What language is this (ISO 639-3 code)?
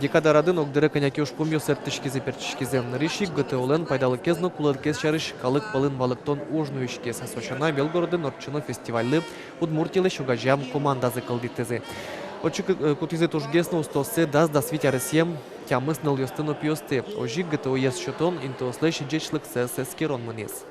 udm